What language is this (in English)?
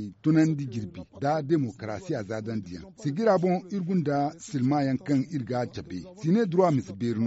Zarma